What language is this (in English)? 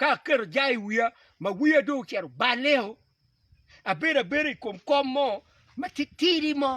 Acoli